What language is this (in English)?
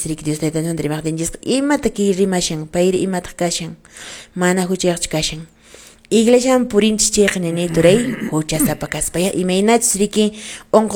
Quechua